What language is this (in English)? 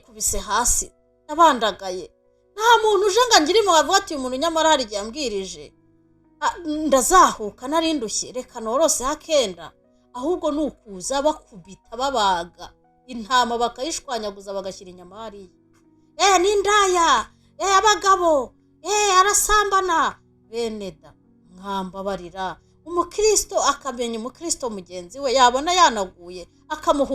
Kinyarwanda